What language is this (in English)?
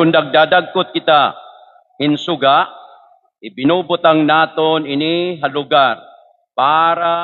Waray